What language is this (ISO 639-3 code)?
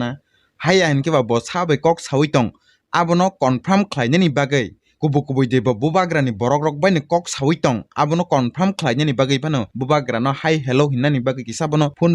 trp